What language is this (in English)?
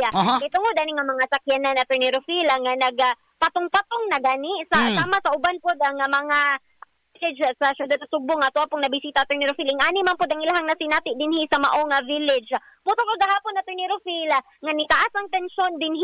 Cebuano